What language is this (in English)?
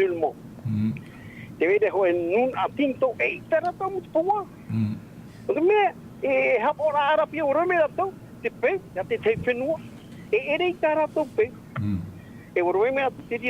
Tahitian